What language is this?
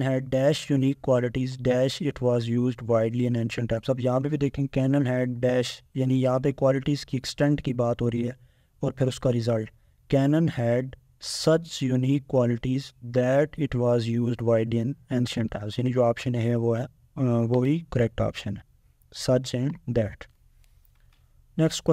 Urdu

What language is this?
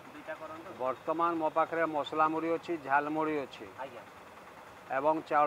Odia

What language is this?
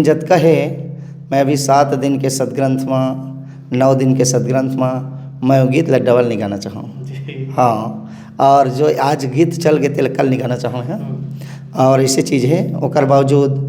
Chhattisgarhi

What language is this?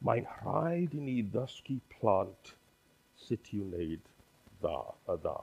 Welsh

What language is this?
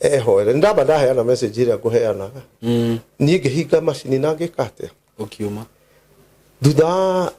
Kikuyu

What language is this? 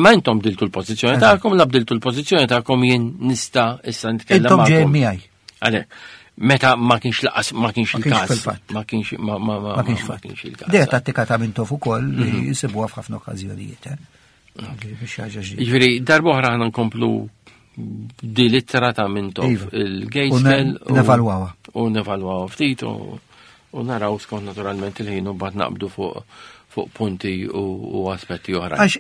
Maltese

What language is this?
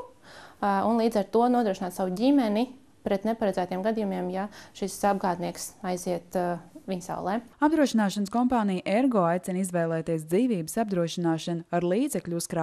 Latvian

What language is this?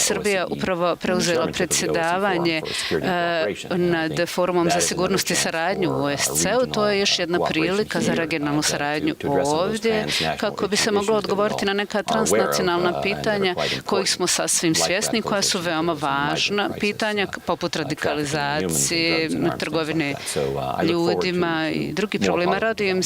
Bosnian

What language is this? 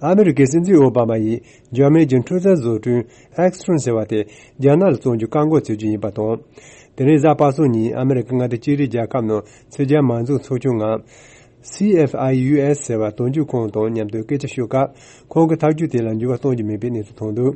Tibetan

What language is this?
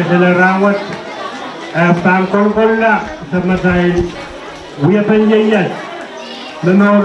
Pohnpeian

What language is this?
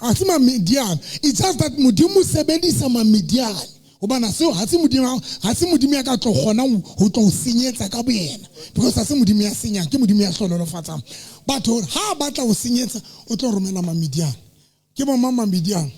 Southern Sotho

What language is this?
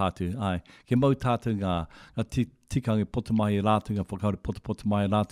Māori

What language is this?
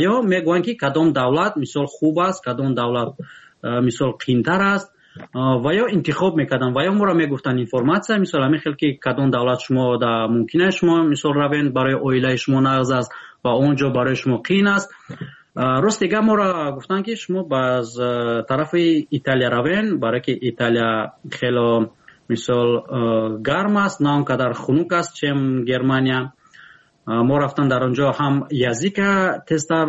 Tajik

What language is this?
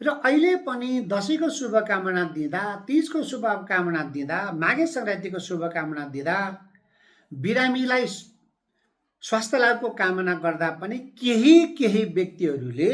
Nepali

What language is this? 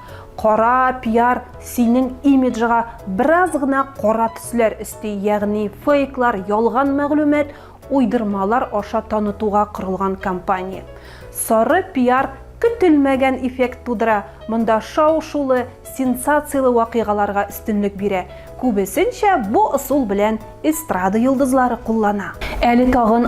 Tatar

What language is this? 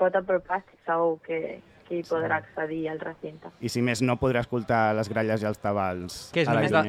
Catalan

